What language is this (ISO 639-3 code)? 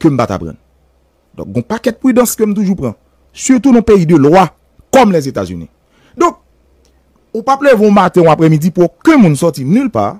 hat